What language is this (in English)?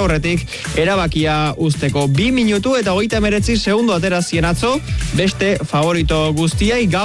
Basque